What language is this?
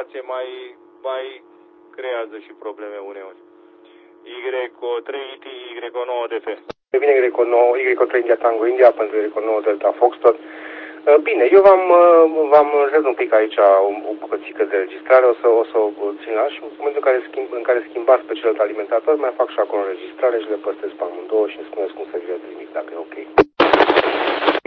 Romanian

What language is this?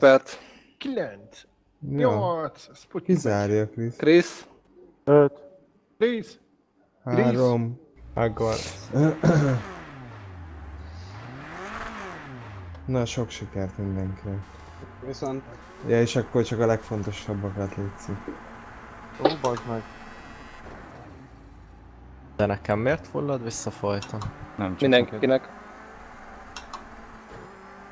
Hungarian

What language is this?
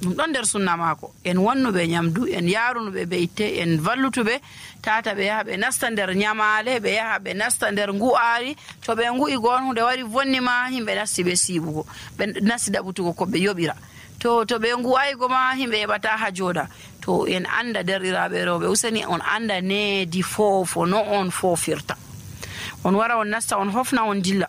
Nigerian Fulfulde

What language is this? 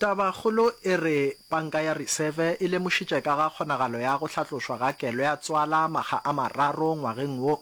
Northern Sotho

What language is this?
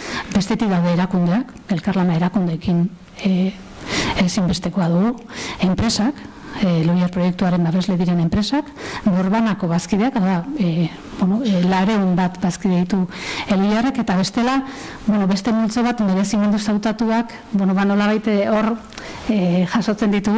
Basque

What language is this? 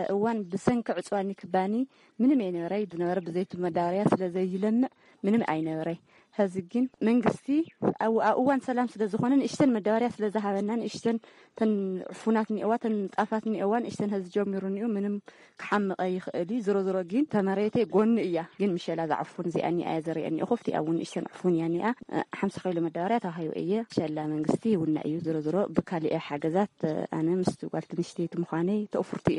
Tigrinya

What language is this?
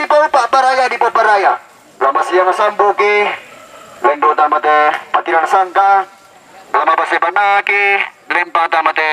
Toraja-Sa'dan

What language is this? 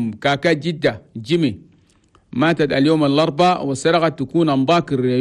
Chadian Arabic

